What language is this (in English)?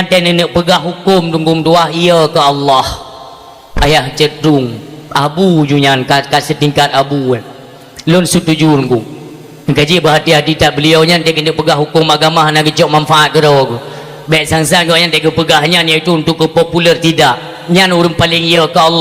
Achinese